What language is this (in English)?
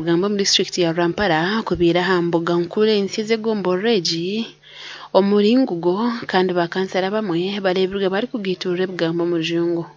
Nyankole